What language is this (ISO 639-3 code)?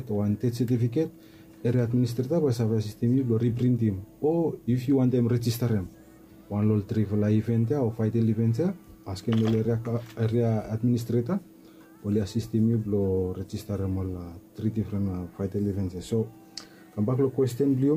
bis